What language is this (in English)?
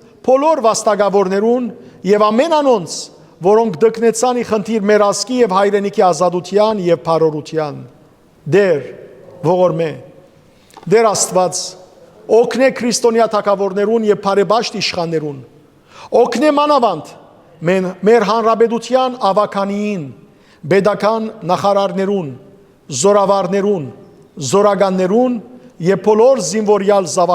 Western Armenian